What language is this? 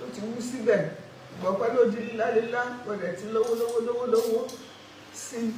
Yoruba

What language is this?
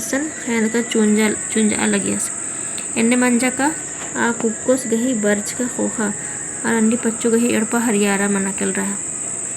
Kurukh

